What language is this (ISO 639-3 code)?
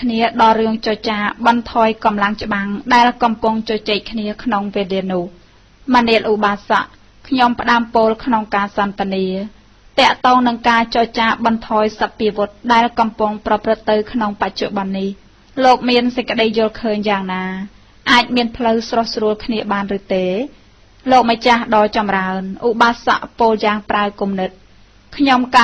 khm